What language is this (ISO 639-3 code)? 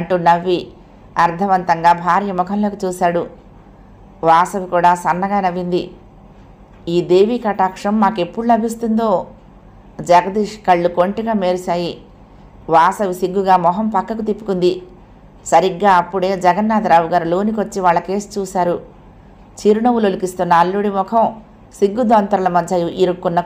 tel